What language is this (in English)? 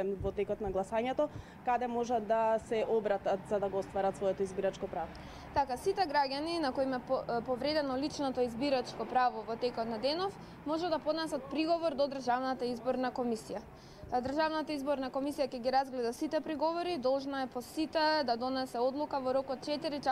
Macedonian